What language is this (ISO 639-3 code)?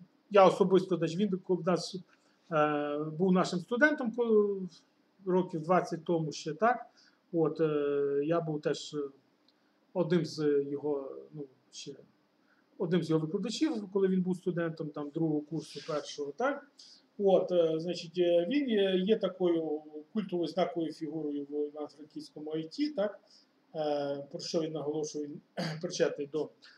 ukr